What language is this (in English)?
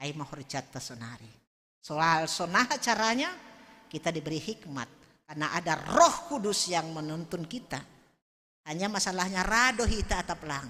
Batak Simalungun